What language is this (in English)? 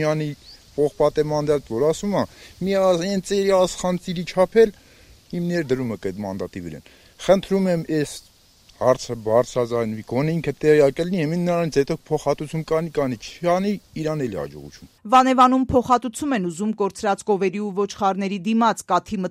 Armenian